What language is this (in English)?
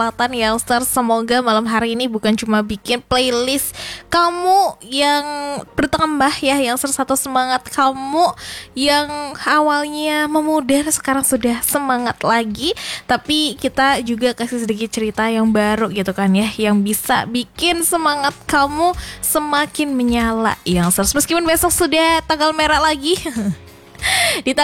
Indonesian